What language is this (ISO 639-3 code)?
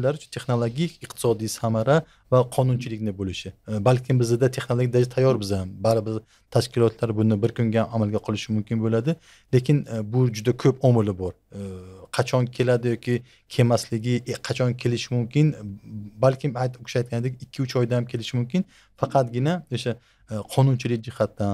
uzb